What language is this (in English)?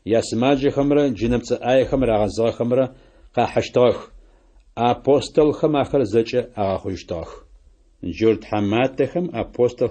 Adyghe